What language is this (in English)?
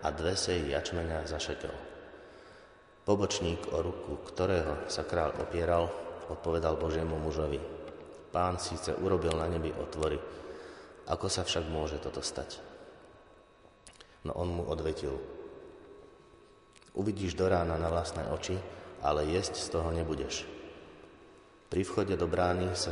Slovak